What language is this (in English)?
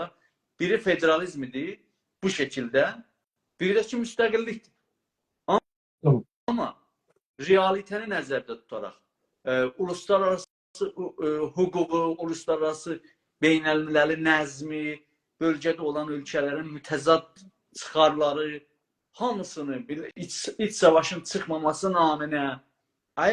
South Azerbaijani